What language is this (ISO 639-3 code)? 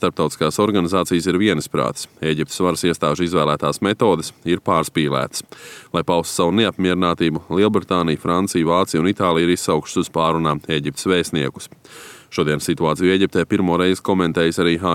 lav